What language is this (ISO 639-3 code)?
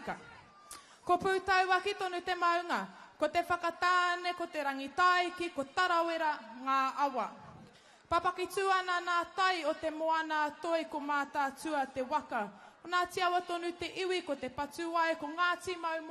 mri